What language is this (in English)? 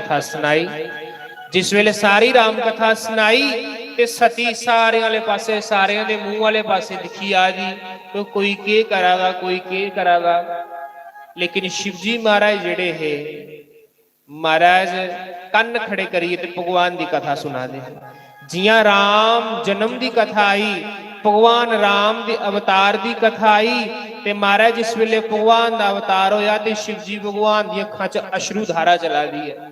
Dogri